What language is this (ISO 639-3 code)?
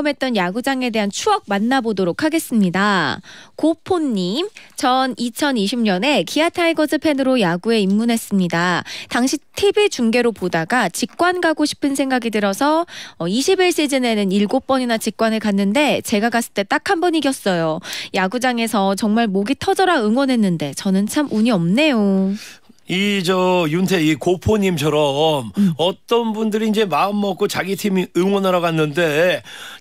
kor